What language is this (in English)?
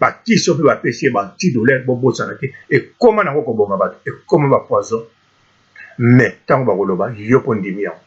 Lingala